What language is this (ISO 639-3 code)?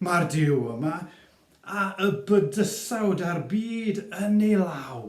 cym